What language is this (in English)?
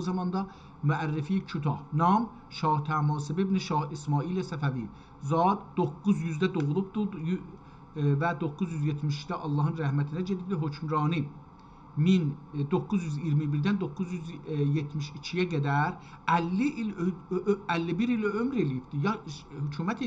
South Azerbaijani